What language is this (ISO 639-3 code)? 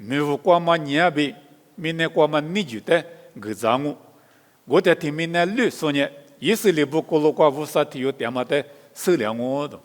lis